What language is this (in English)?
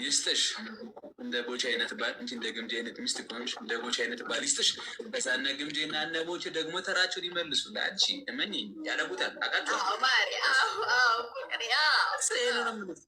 Amharic